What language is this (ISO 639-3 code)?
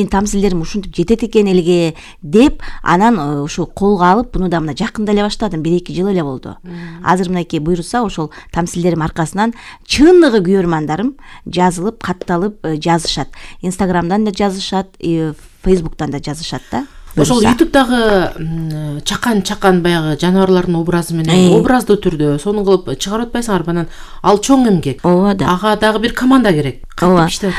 kir